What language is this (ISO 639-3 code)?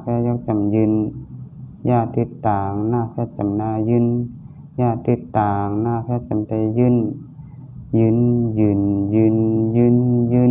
shn